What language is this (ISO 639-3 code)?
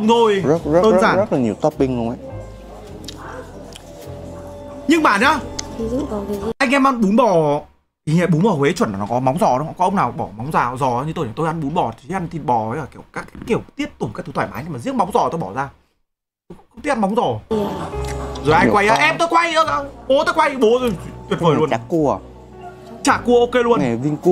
vie